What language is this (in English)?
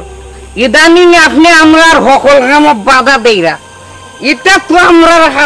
Sylheti